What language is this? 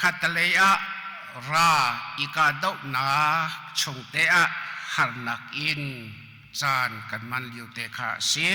Hakha Chin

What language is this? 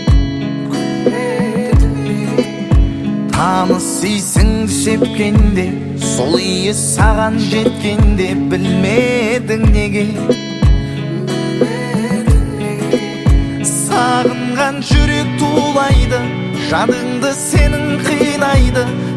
Kazakh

